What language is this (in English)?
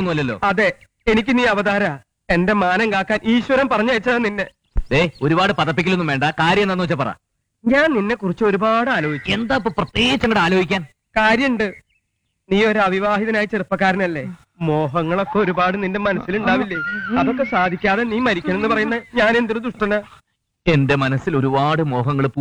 Malayalam